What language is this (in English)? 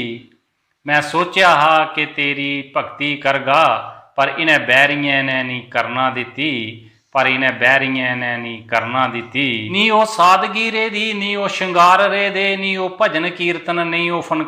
Dogri